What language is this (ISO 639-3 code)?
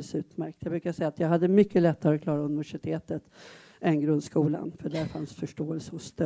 swe